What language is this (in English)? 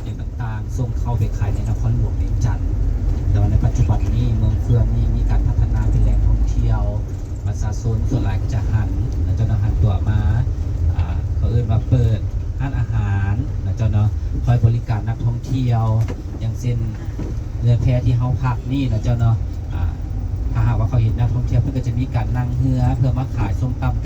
Lao